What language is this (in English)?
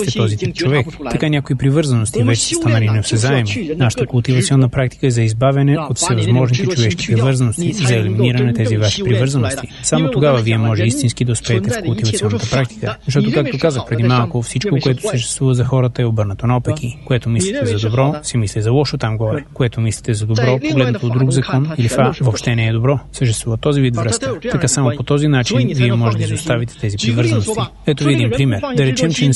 Bulgarian